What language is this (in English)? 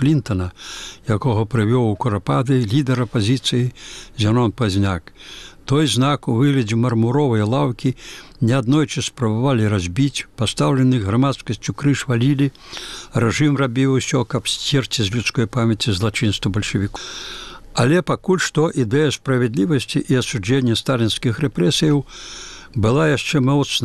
Belarusian